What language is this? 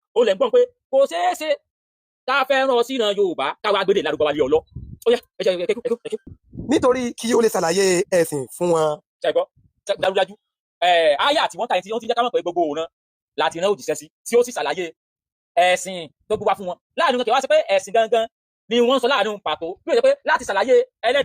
Yoruba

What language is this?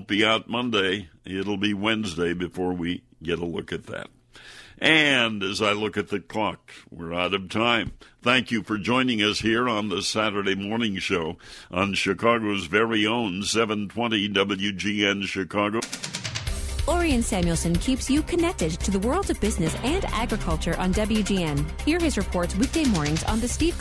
English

